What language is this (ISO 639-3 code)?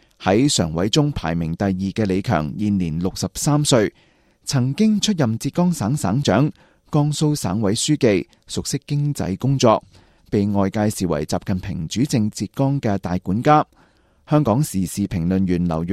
yue